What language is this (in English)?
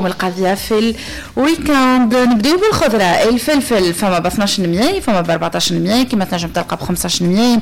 Tunisian Arabic